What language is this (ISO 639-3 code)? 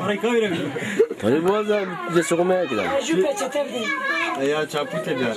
zza